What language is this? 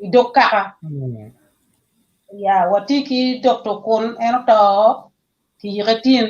Acoli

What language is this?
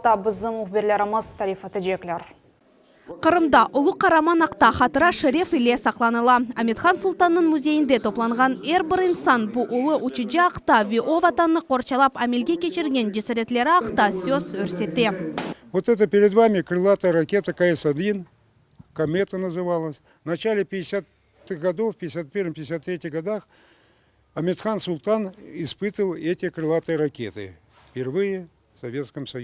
Crimean Tatar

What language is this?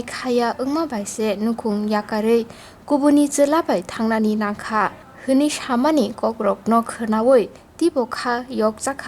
Kok Borok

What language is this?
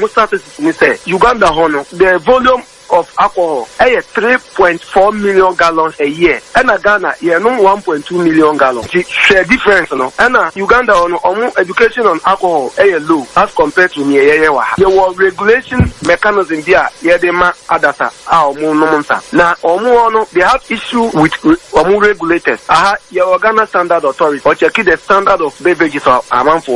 Akan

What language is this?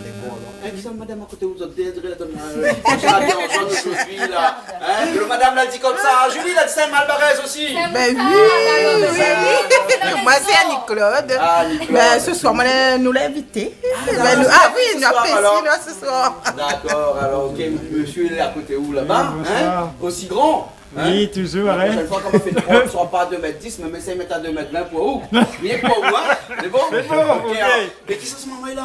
Réunion Creole French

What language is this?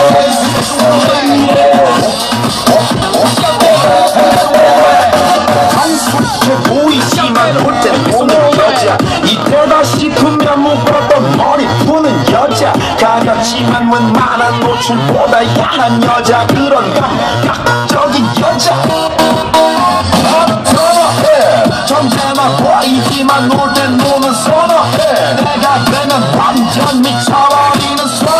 Korean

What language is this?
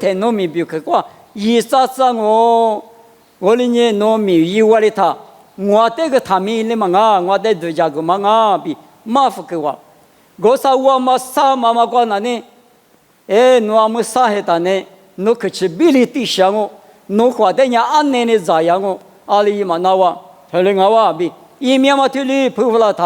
Lisu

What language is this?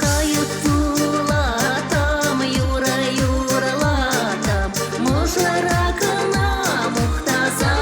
Chuvash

